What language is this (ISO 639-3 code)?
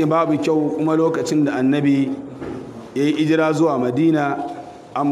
hau